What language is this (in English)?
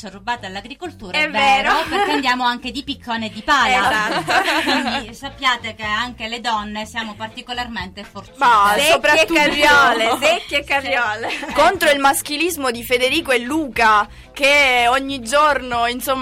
Italian